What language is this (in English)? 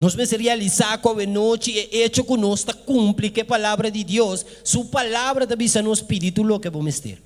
Papiamento